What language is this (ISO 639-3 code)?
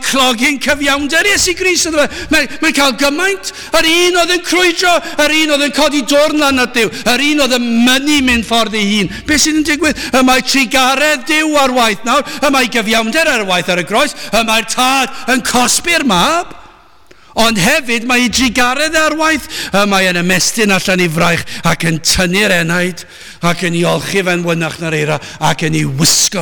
cym